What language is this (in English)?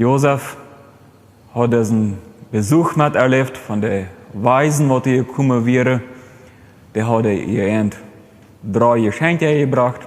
Plautdietsch